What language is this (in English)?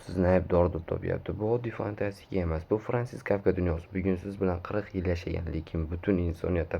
Uzbek